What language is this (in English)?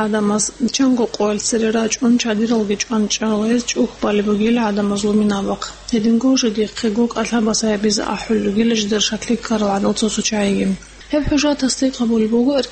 Avaric